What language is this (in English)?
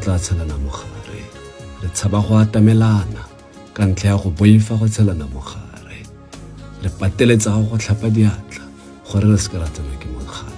Tswana